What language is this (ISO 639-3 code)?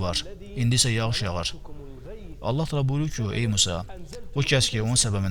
aze